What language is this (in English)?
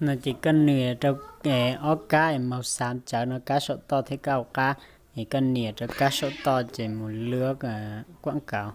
Hmong